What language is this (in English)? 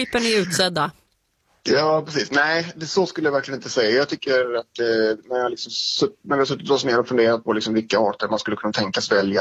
Swedish